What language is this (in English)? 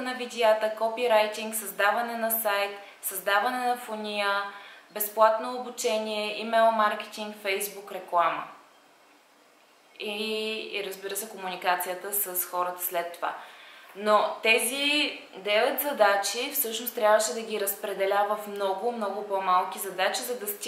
Bulgarian